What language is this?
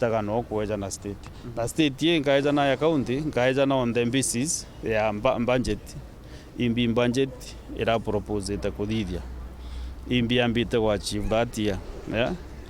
Meru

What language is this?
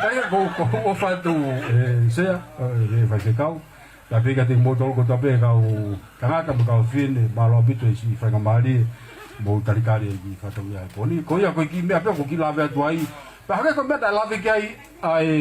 Tongan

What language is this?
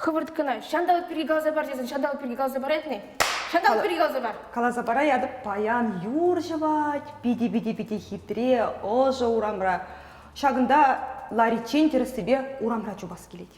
Chuvash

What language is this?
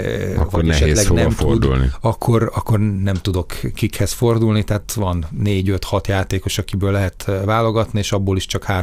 Hungarian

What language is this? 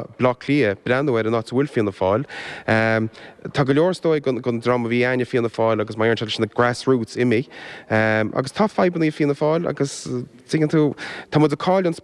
Irish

